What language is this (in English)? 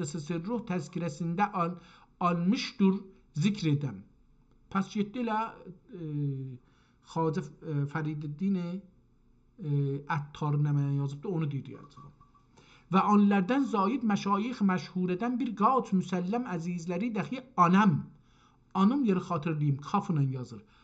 South Azerbaijani